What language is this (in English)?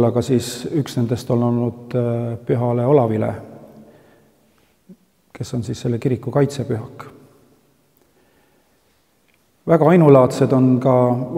Estonian